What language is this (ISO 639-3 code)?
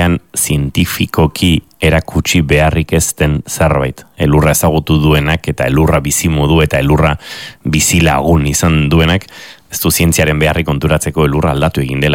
eus